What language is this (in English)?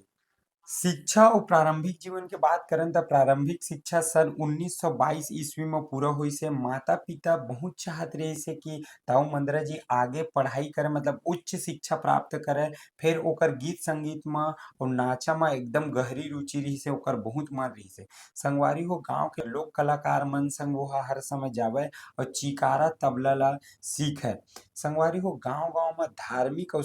Chhattisgarhi